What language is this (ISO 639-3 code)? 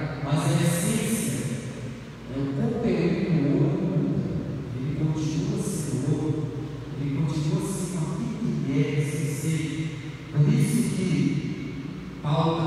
por